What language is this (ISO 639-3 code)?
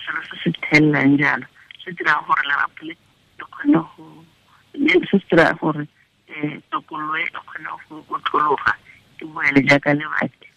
tsn